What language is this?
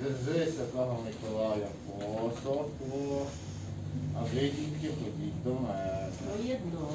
Rusyn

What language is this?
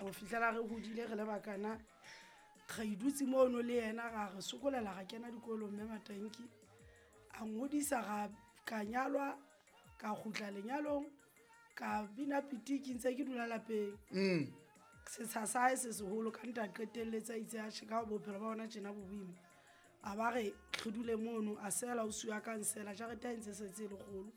Southern Sotho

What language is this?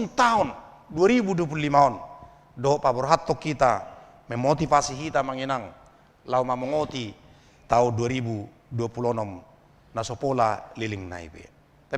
Batak Toba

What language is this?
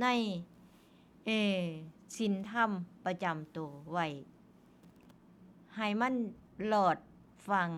Northeastern Thai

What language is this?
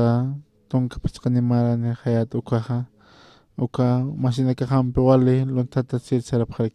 Aymara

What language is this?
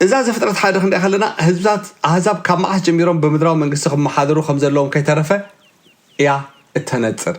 Tigrinya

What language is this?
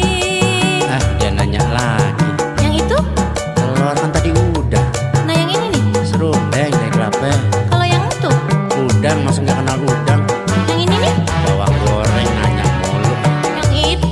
Betawi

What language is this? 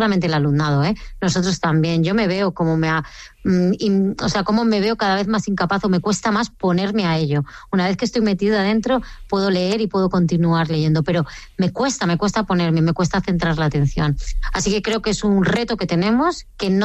Spanish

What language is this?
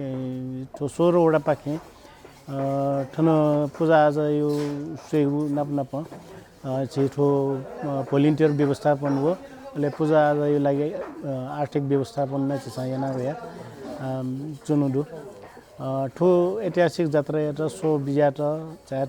Newari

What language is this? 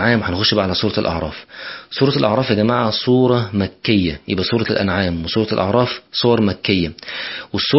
Egyptian Arabic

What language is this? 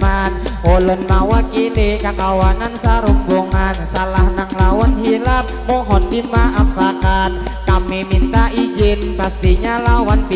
Banjar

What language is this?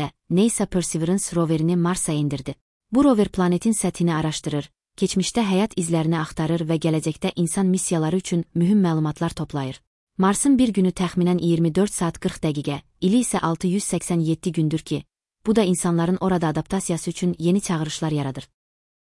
Azerbaijani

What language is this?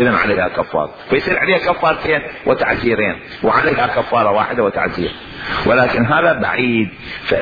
Mesopotamian Arabic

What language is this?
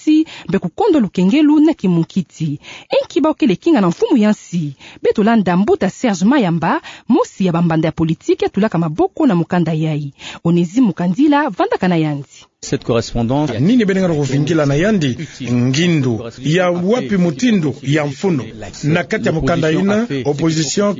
Kituba (Democratic Republic of Congo)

